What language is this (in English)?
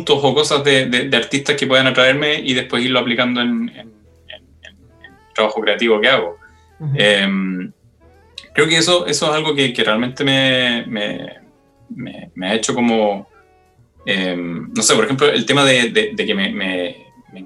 Spanish